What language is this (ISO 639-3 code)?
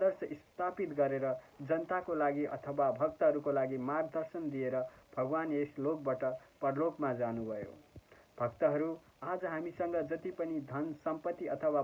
nep